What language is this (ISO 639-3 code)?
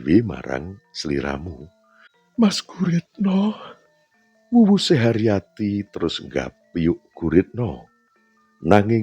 jav